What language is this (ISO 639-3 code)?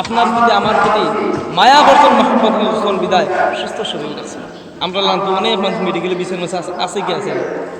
syl